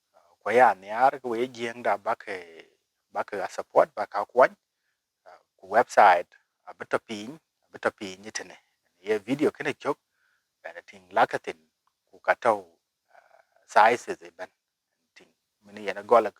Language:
Dinka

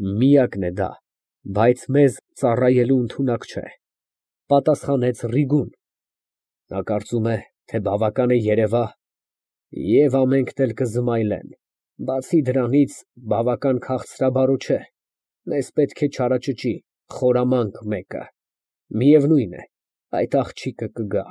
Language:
Armenian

